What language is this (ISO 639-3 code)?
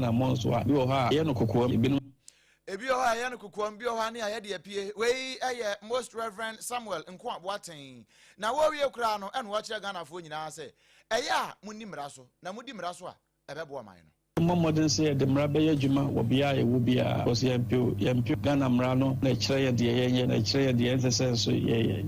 aka